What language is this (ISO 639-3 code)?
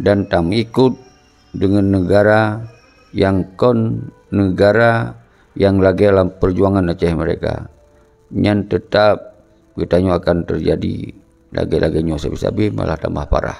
ace